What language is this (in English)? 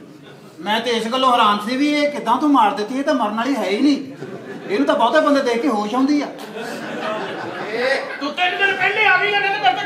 Punjabi